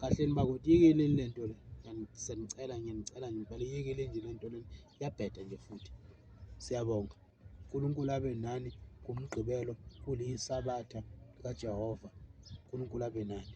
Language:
Zulu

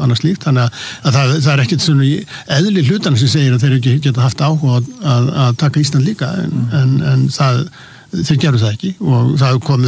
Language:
Icelandic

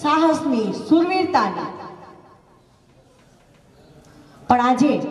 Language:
Gujarati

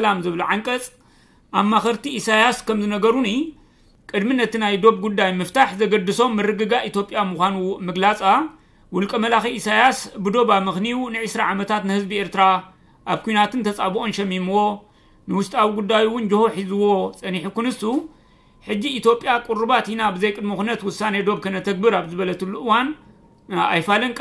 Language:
Tigrinya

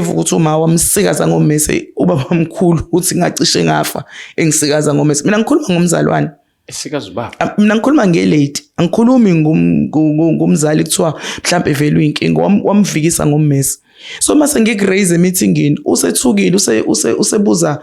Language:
Zulu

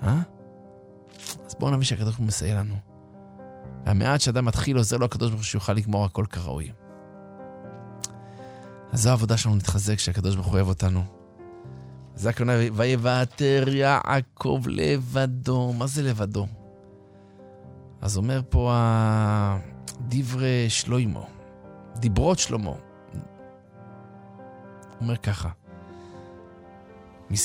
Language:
Hebrew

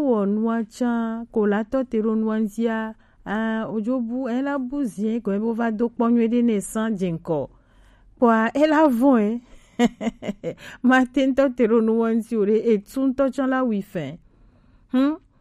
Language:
Gen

